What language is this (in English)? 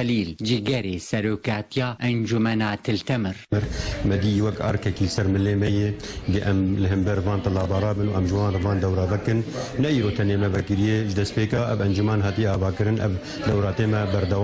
Kurdish